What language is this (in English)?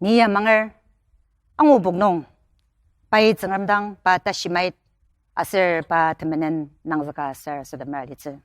Ao Naga